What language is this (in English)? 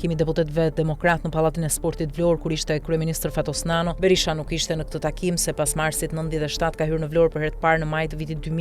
Albanian